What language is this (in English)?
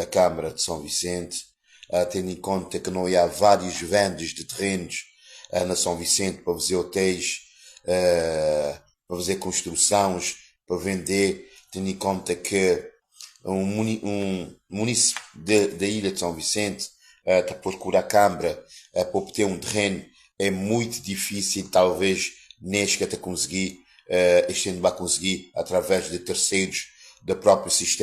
Kabuverdianu